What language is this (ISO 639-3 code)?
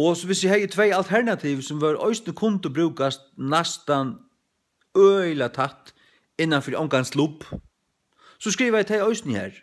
fao